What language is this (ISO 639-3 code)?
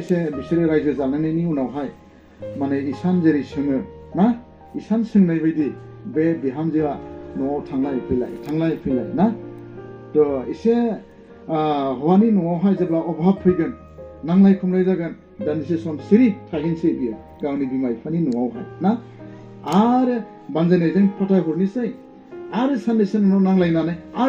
brx